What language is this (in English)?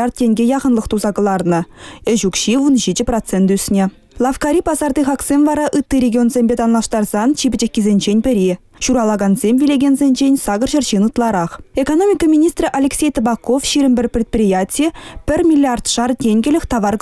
Chuvash